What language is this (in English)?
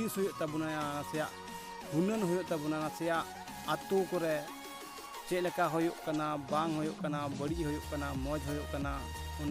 Santali